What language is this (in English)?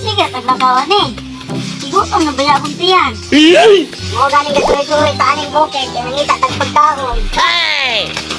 Cebuano